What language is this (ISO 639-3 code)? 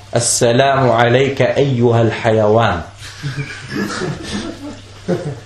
dan